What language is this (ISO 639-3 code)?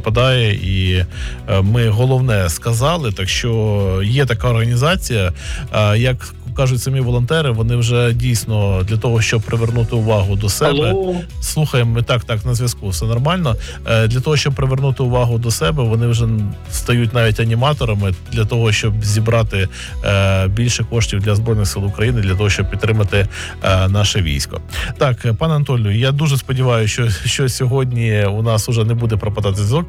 ukr